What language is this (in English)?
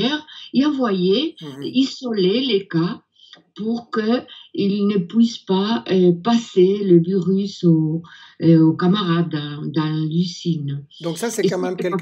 French